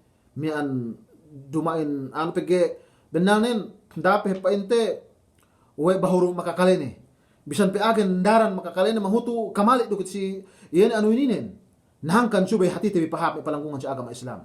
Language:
Yakan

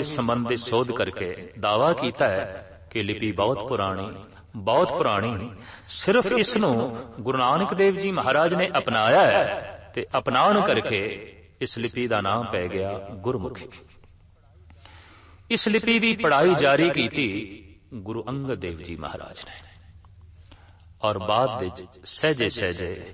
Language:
Punjabi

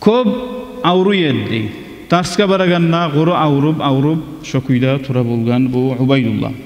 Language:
Kumyk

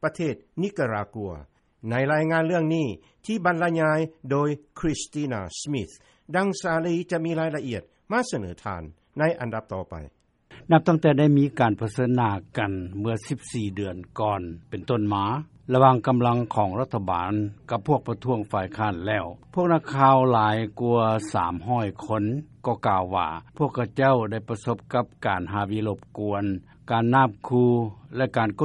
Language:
Lao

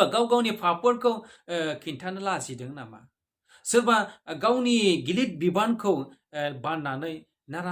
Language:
Bodo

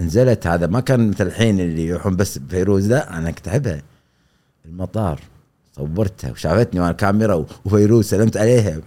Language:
Gulf Arabic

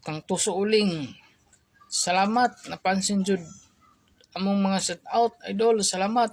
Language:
Cebuano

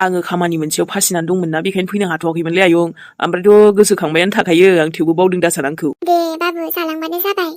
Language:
Bodo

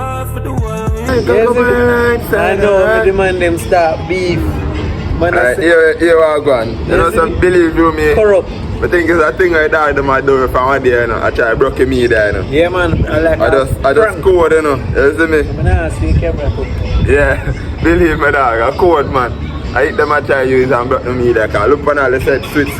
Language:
Jamaican Creole English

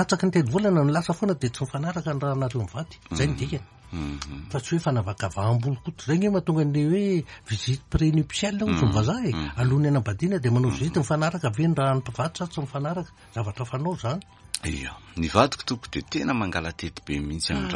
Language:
Malagasy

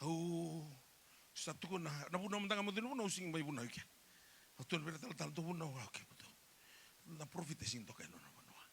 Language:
Fijian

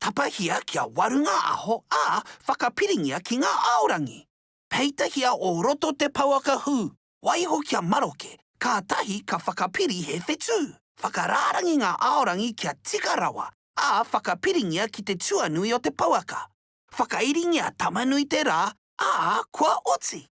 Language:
Māori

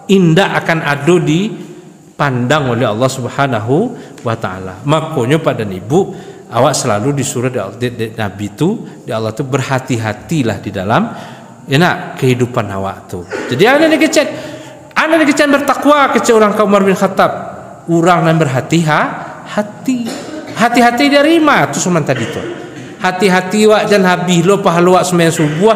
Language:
Minangkabau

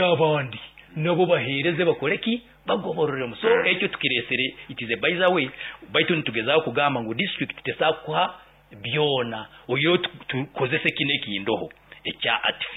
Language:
Nyoro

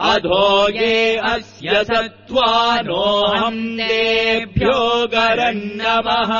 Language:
Sanskrit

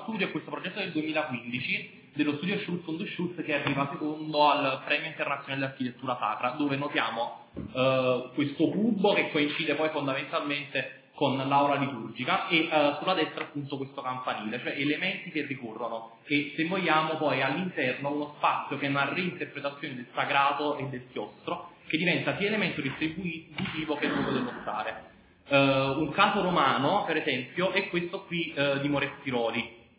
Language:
Italian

